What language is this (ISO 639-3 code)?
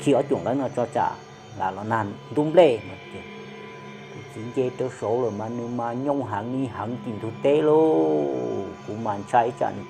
hmn